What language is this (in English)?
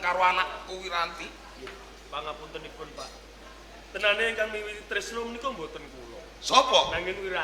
Javanese